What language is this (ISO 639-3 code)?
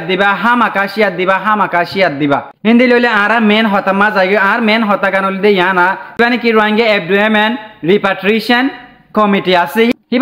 rhg